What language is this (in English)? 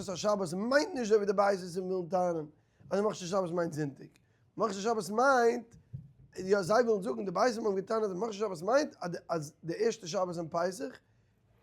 Yiddish